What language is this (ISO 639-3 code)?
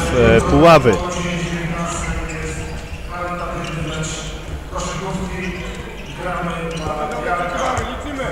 pol